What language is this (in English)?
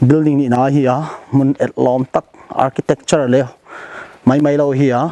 Paite Chin